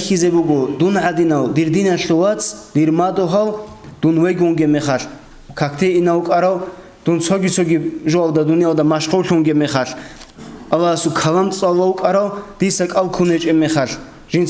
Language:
Avaric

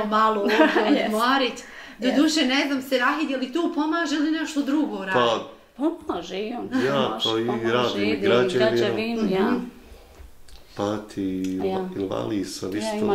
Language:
Bosnian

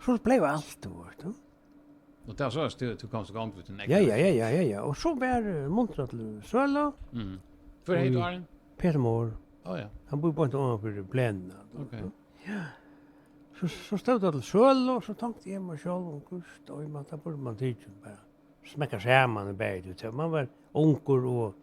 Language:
Faroese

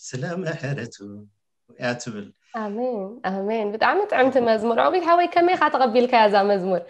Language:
Tigrinya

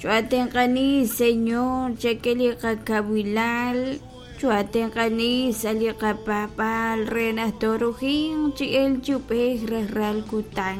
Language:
Kekchí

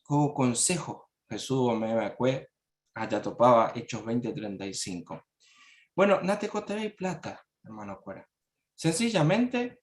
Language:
Guarani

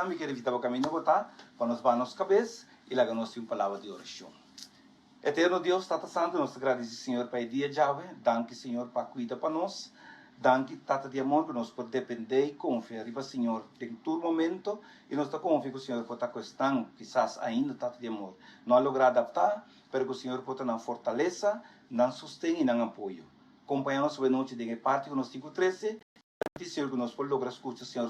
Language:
Papiamento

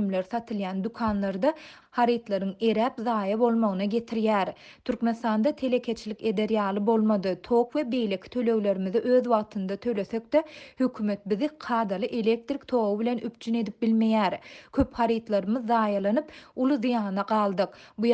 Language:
Turkmen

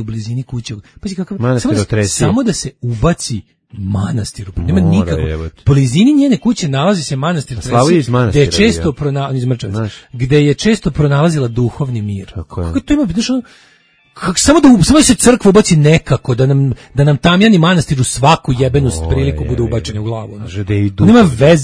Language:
Serbian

